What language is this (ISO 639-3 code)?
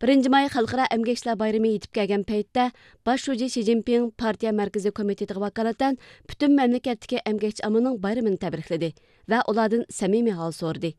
uig